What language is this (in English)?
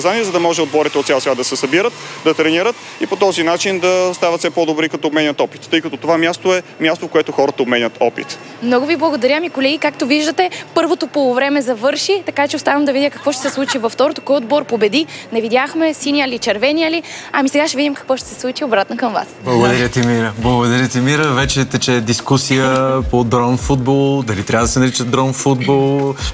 Bulgarian